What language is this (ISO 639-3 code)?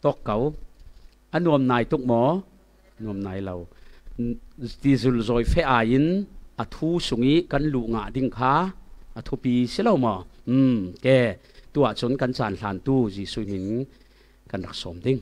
cfm